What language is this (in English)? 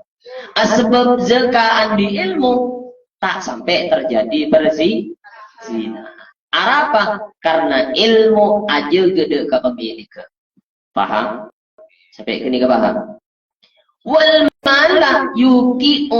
Madurese